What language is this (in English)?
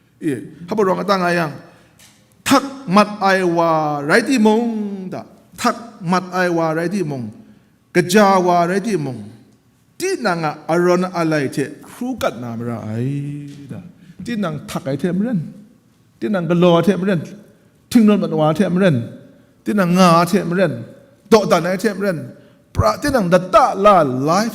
Kachin